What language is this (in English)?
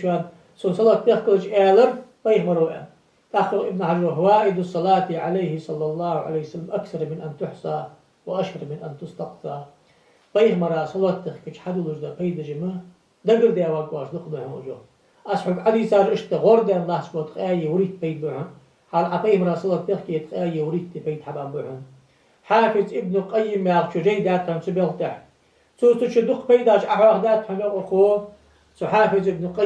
Ingush